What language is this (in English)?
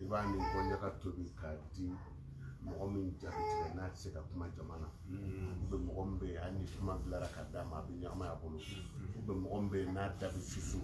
Bambara